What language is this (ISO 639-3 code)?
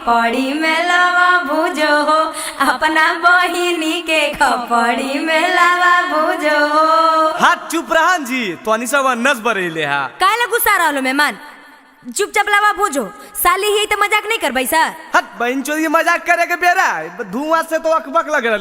mag